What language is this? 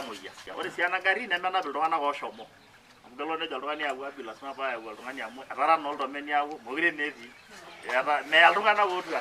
Masai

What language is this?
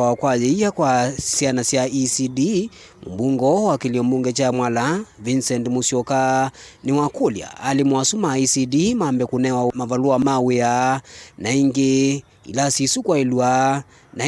Kamba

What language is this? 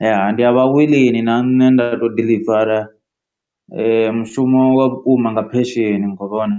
Venda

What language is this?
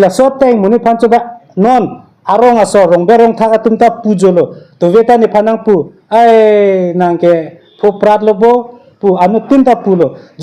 Karbi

